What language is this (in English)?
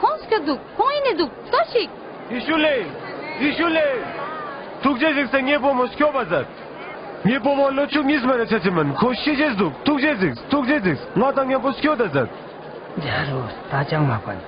Ladakhi